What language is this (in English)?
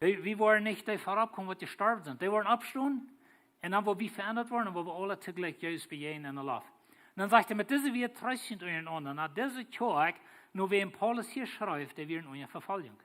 Plautdietsch